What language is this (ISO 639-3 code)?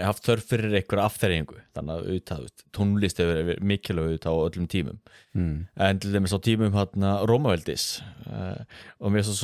isl